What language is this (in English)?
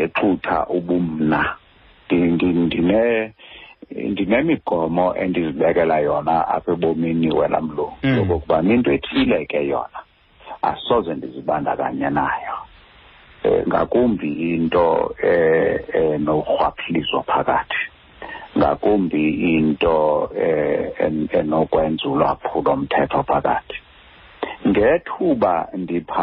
Xhosa